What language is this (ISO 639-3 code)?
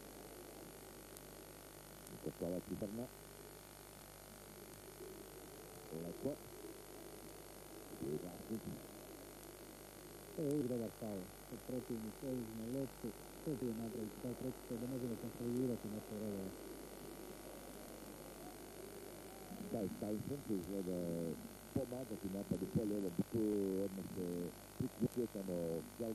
hrv